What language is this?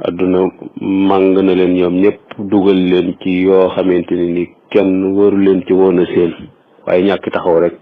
Wolof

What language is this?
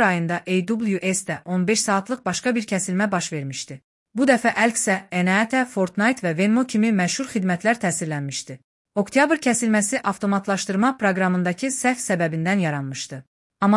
Azerbaijani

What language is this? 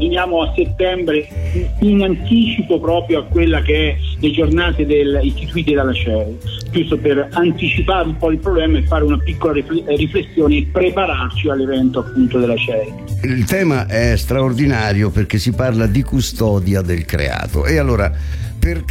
Italian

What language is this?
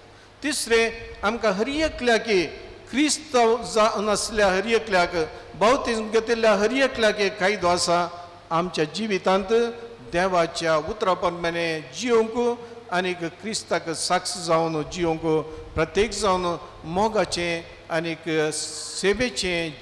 Konkani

